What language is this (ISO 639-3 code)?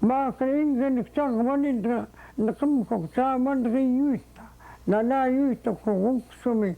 esu